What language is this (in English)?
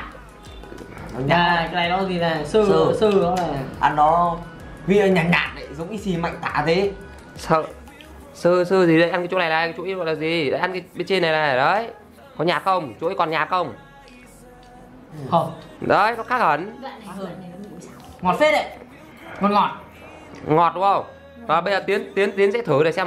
Vietnamese